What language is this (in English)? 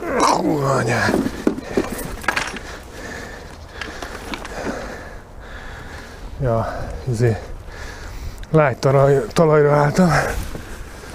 Hungarian